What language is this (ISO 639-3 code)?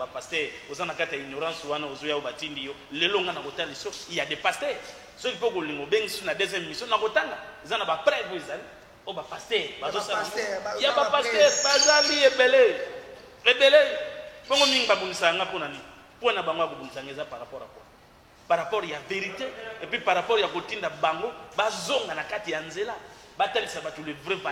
lin